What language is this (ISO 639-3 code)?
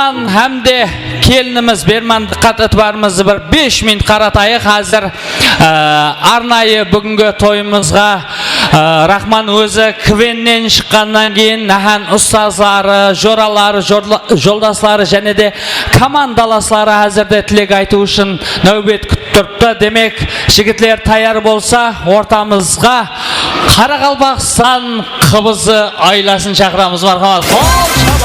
kaa